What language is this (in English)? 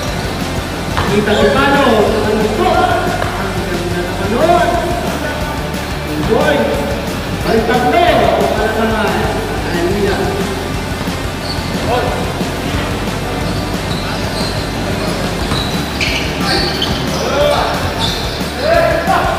Filipino